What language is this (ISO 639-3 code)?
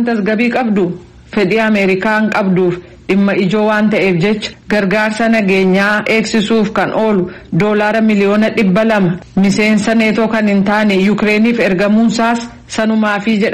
orm